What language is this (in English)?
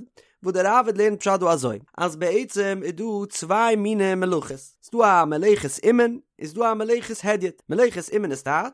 Yiddish